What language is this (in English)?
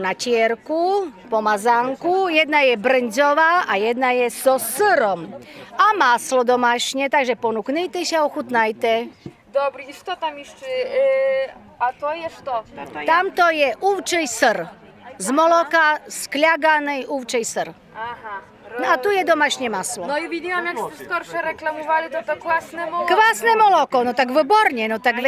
Rusyn